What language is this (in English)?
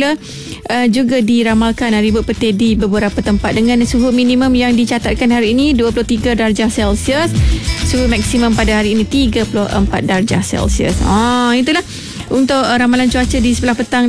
Malay